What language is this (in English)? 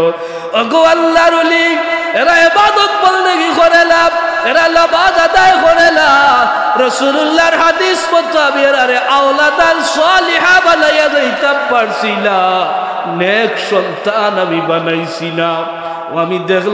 Sylheti